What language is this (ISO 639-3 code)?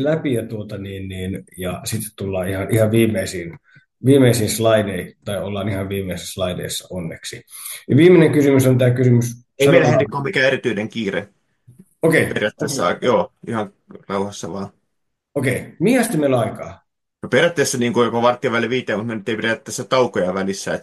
fin